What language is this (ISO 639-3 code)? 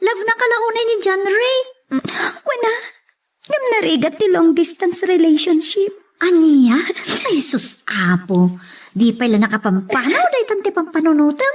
ilo